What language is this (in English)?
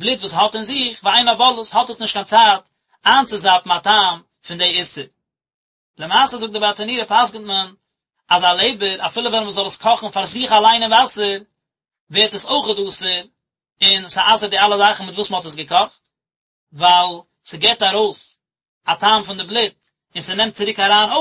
Yiddish